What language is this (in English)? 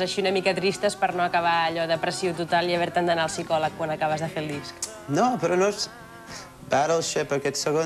Catalan